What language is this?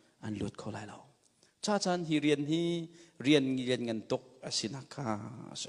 Hakha Chin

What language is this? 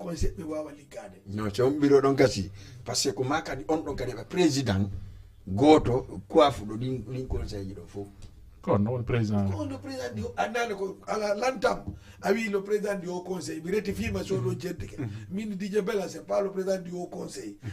Fula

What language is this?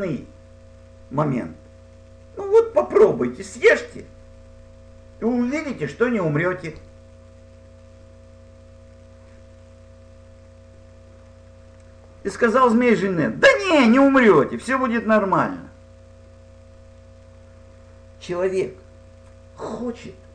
Russian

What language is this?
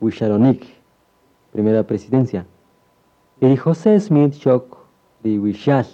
Kaqchikel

